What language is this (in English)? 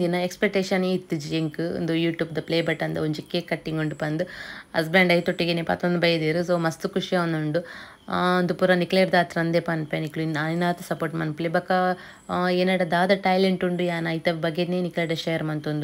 Tulu